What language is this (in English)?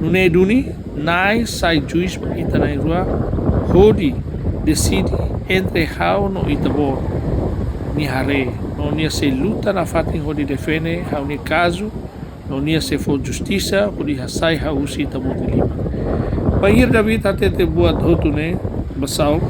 Tetum